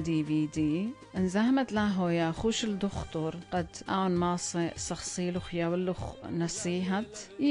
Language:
Assyrian Neo-Aramaic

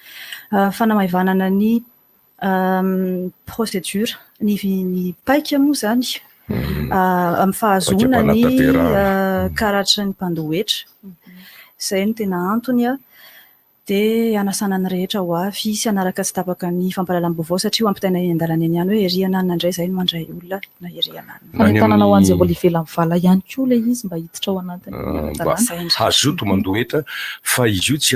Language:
Malagasy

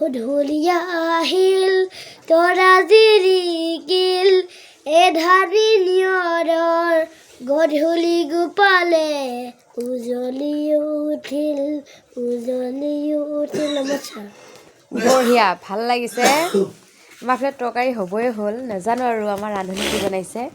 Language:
Assamese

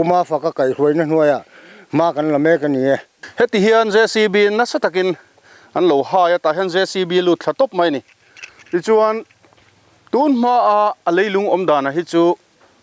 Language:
Mizo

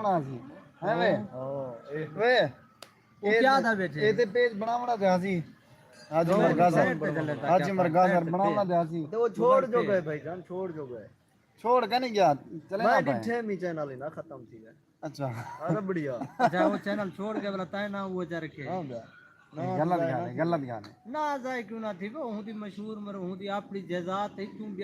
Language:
Saraiki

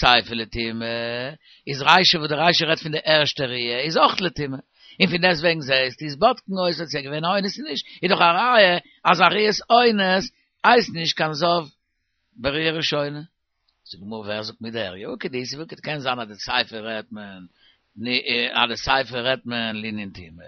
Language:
Yiddish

